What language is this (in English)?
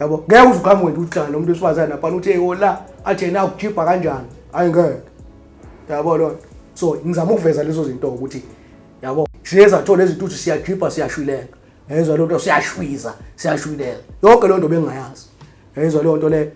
Zulu